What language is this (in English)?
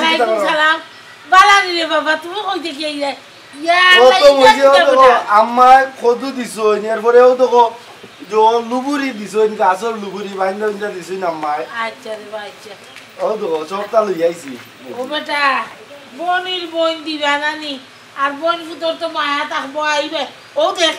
Sylheti